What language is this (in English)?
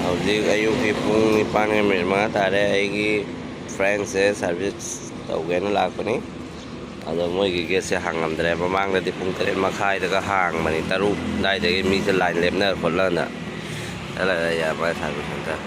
Manipuri